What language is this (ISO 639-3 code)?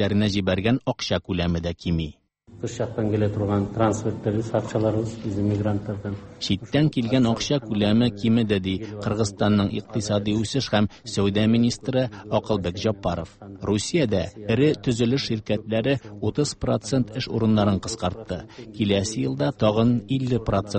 tat